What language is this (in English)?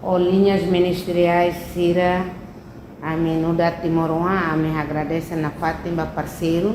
Tetum